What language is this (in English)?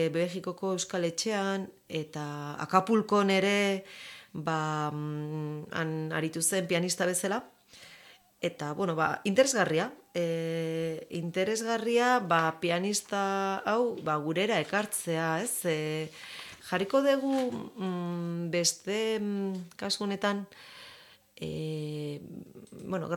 Basque